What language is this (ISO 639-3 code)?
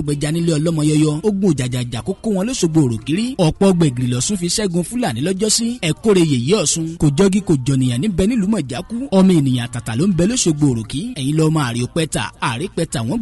yor